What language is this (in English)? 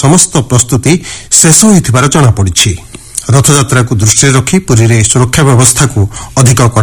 Odia